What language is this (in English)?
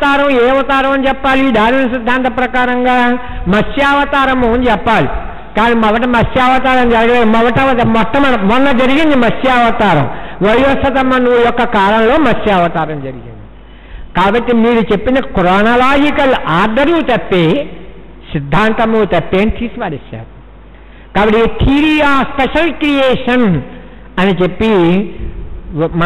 Telugu